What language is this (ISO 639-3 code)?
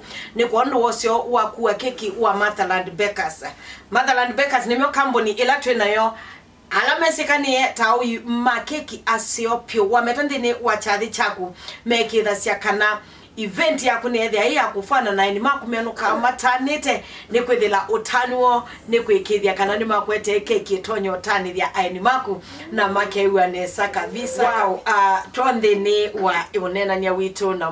kam